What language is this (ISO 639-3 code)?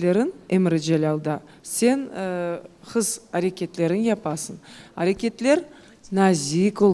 crh